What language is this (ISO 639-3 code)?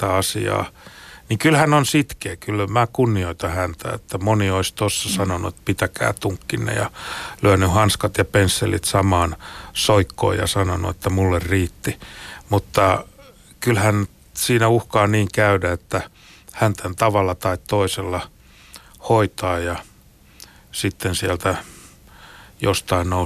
fin